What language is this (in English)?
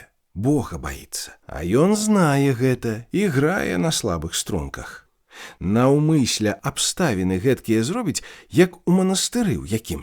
Belarusian